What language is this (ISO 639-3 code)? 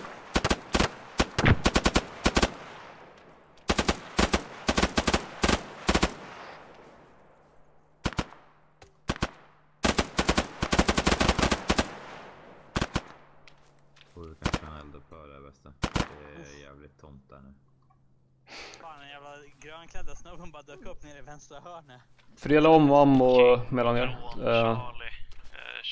swe